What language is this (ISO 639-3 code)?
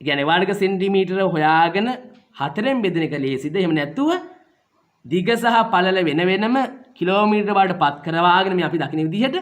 sin